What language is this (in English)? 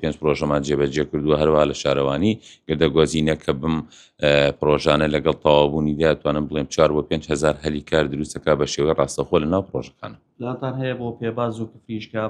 Central Kurdish